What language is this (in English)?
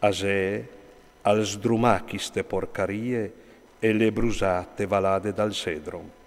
Friulian